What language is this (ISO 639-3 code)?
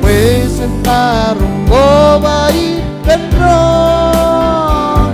mah